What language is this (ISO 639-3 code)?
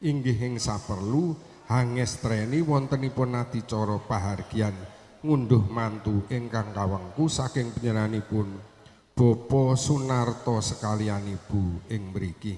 jav